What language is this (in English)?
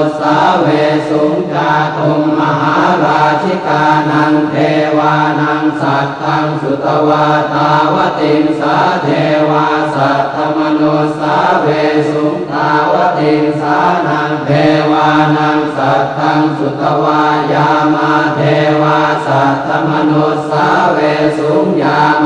Pali